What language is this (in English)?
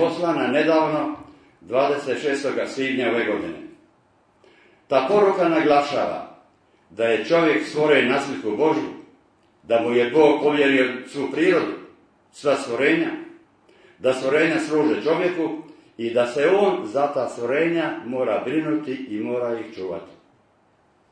Croatian